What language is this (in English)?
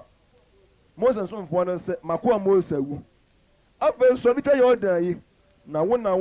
Akan